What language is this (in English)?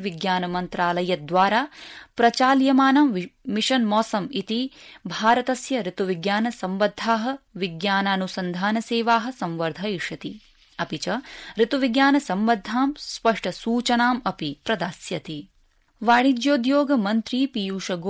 Sanskrit